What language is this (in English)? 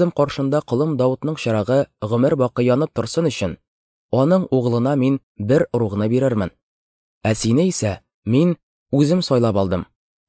Tatar